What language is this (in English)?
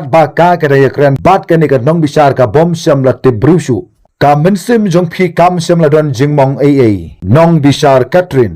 Khasi